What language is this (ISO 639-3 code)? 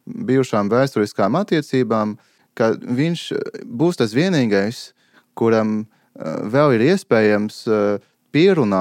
lav